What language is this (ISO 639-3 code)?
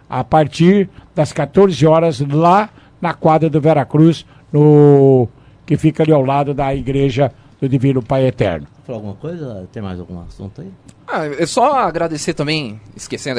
por